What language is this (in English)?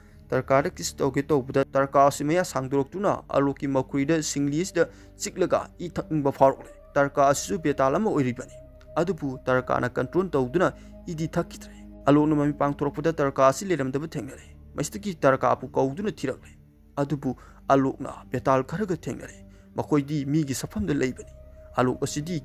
Manipuri